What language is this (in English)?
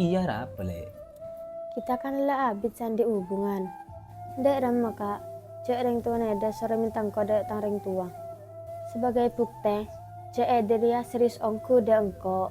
Madurese